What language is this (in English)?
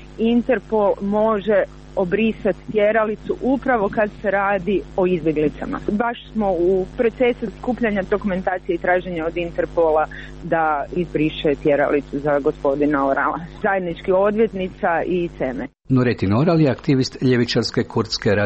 Croatian